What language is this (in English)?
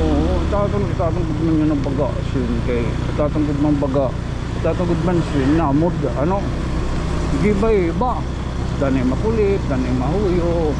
Waray